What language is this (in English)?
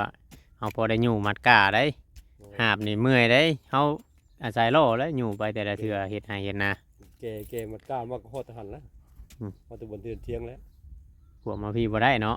Northeastern Thai